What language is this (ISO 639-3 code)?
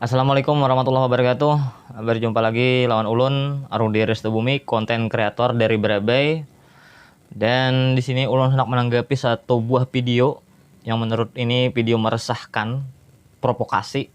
bjn